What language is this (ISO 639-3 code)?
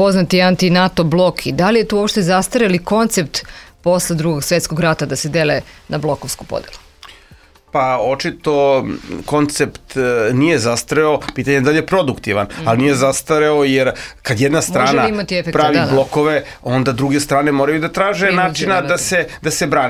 srp